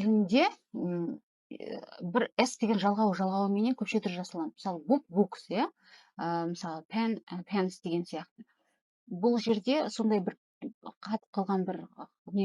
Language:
Kazakh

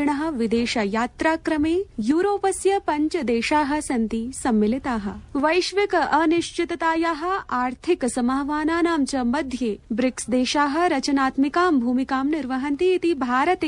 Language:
Sanskrit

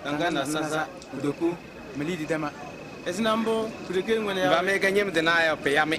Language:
Kabiyè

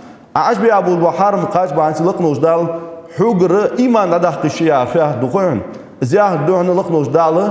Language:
Ingush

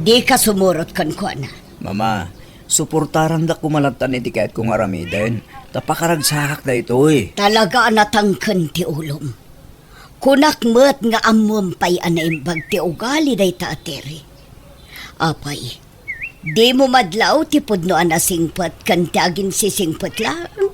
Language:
Iloko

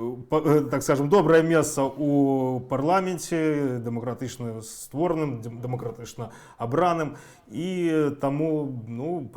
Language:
Belarusian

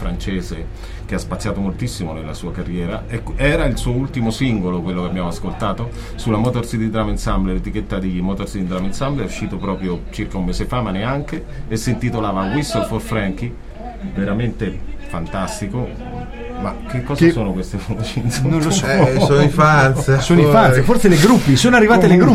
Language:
Italian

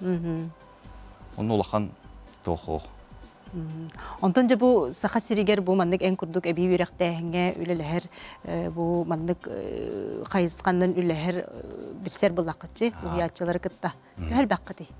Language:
Yakut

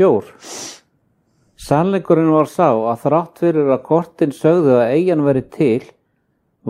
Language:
Icelandic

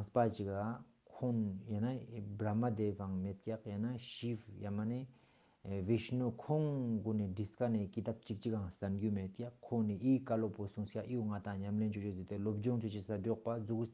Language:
Ladakhi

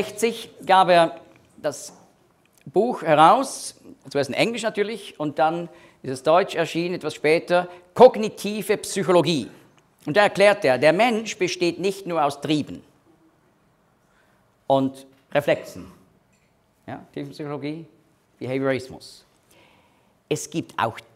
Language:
German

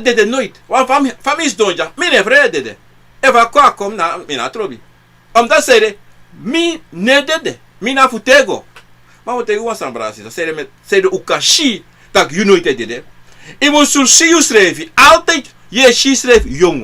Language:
Sranan Tongo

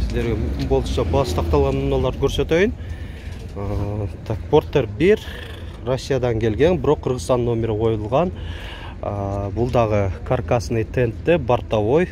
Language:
Kyrgyz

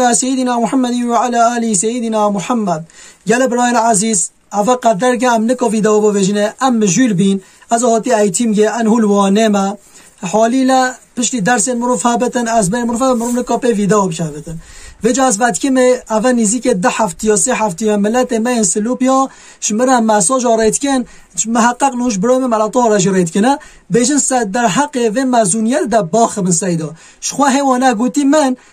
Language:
Kurdish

